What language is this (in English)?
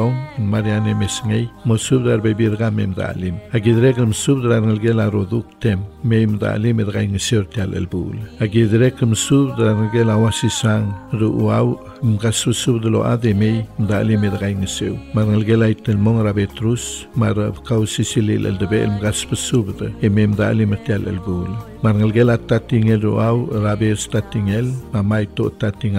Palauan